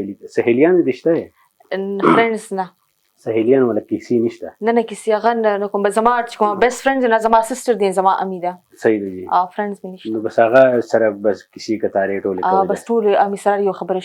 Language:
Pashto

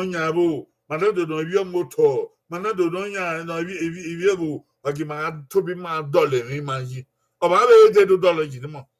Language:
Bini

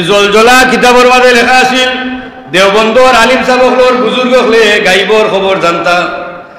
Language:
Sylheti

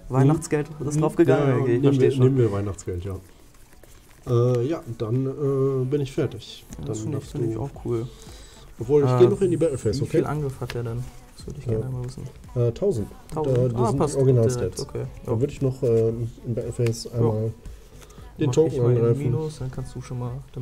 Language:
German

